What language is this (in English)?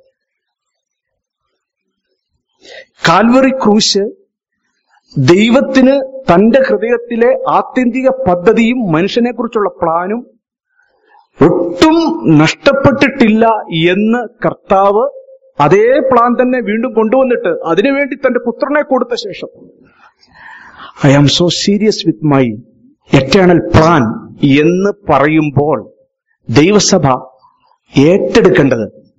Malayalam